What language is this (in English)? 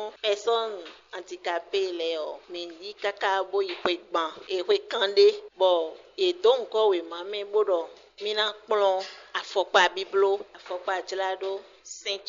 Fon